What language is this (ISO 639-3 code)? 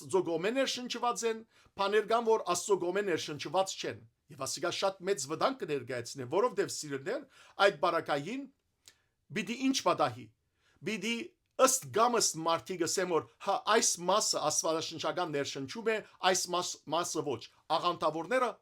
hyw